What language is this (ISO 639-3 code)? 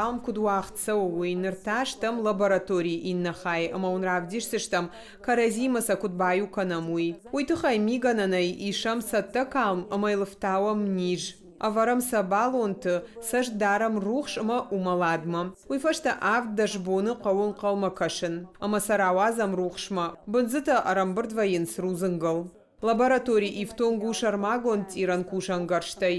oss